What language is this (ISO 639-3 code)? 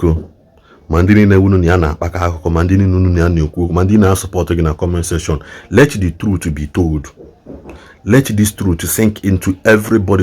ibo